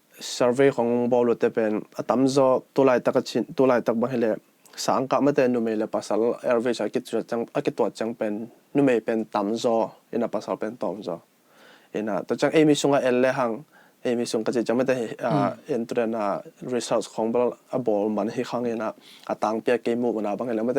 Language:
Tedim Chin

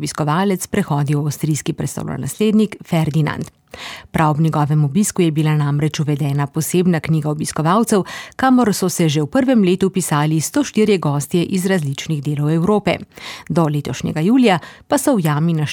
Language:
Slovenian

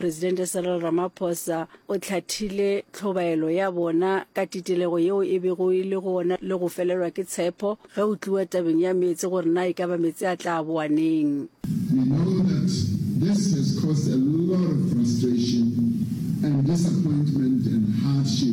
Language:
Northern Sotho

